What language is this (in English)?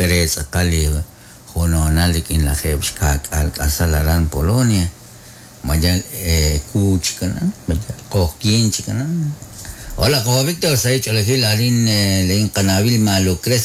Kekchí